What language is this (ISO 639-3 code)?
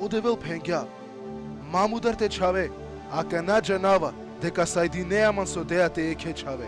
rmn